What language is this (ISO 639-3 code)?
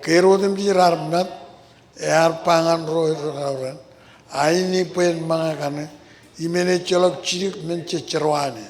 mah